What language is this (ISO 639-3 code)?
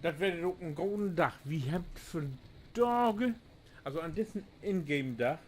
nds